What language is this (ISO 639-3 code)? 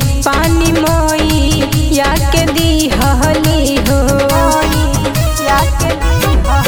bho